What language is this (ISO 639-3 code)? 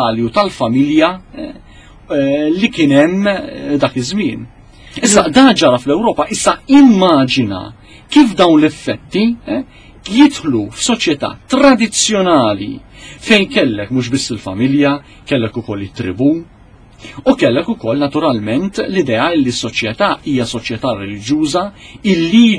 mlt